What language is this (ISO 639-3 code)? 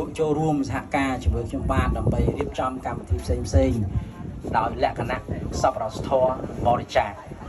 khm